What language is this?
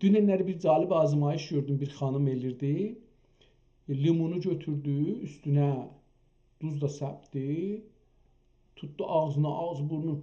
South Azerbaijani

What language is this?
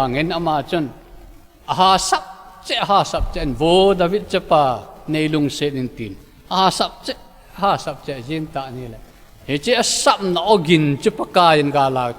Thado Chin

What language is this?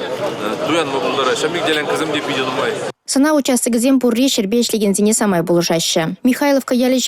Chuvash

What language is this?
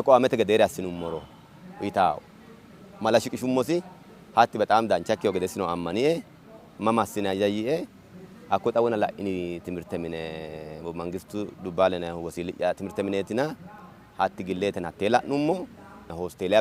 Sidamo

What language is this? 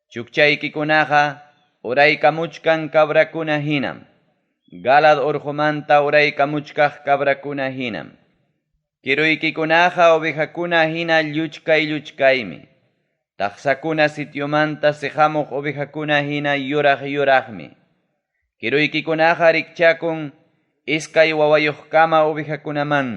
Ayacucho Quechua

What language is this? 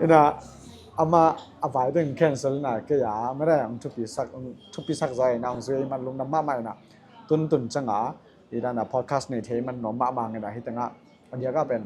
Tedim Chin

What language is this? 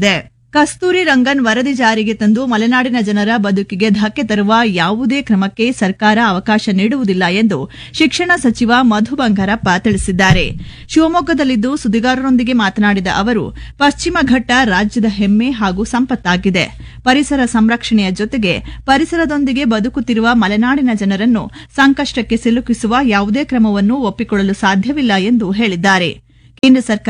Kannada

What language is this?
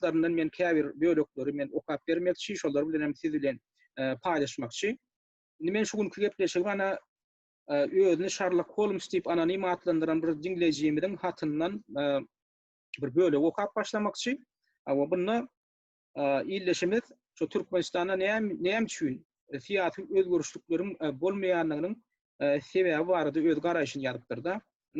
Turkmen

